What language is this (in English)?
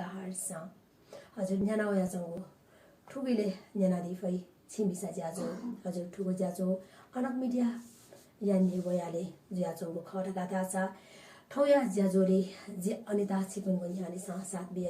Newari